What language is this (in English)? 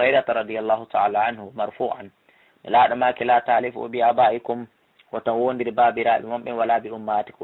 Fula